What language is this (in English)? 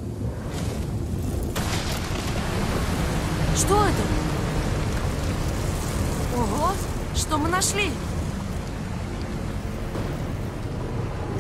Russian